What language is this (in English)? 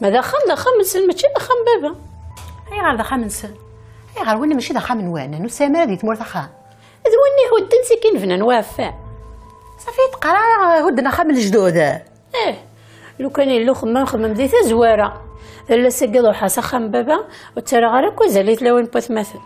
Kabyle